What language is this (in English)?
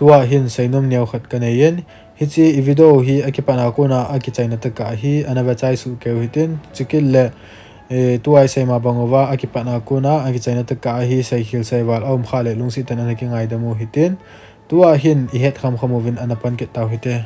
Thado Chin